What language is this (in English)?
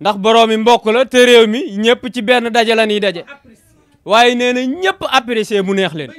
Wolof